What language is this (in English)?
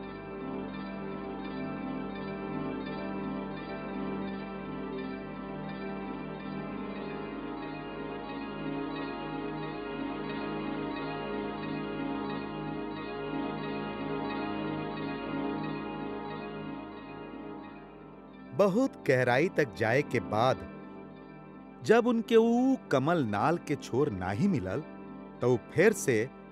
Bhojpuri